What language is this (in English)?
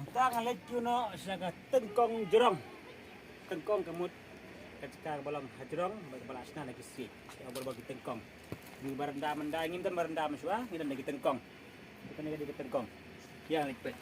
Khasi